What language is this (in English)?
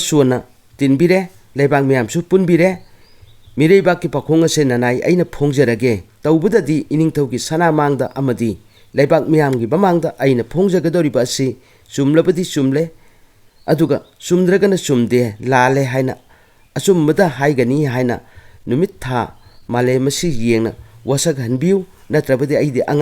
Manipuri